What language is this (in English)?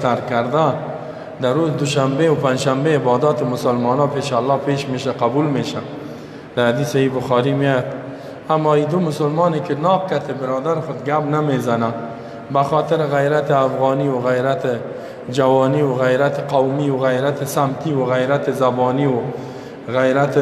Persian